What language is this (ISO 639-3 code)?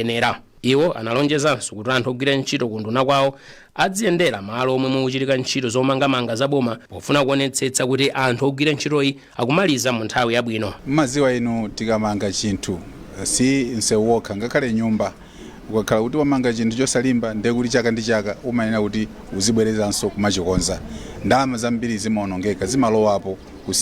nya